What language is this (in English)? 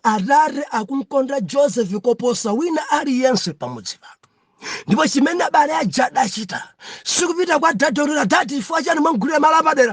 Nyanja